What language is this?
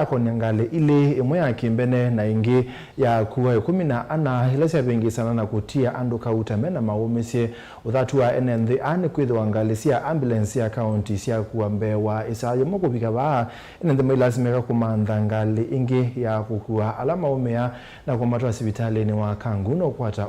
Kamba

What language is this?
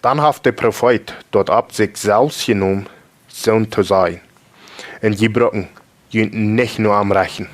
Plautdietsch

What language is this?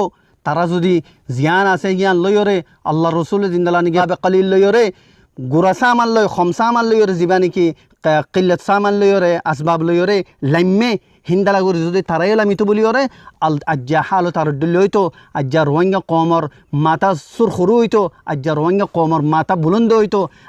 Rohingya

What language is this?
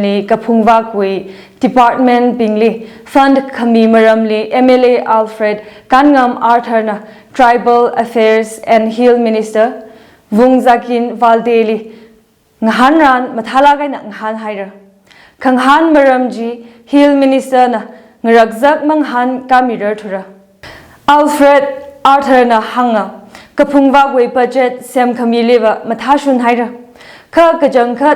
Tangkhul Naga (India)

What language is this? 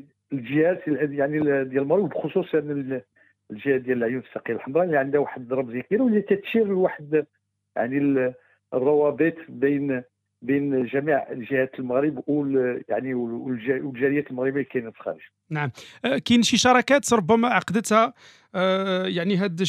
Moroccan Arabic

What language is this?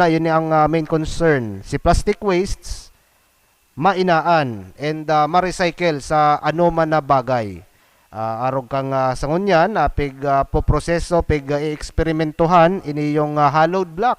Bikol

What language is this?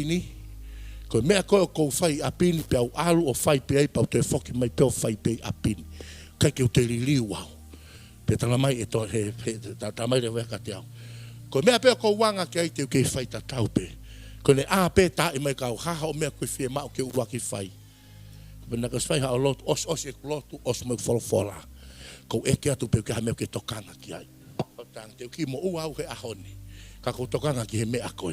Tongan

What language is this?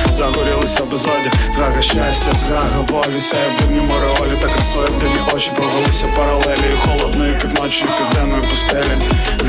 Ukrainian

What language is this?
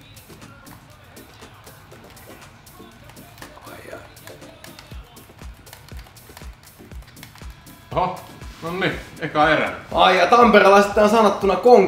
Finnish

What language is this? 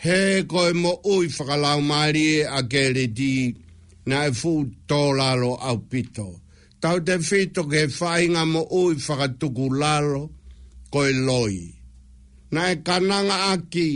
Tongan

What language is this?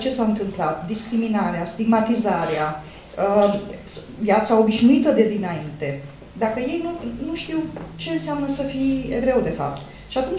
Romanian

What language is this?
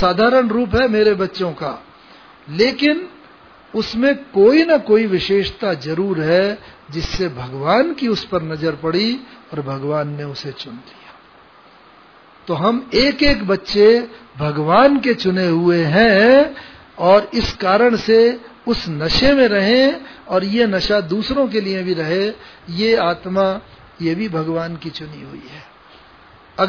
Hindi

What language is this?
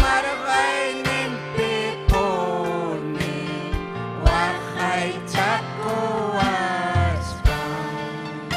Ayacucho Quechua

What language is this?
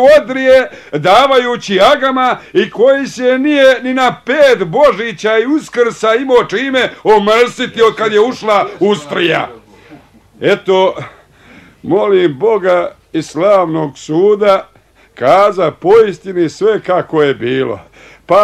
Bosnian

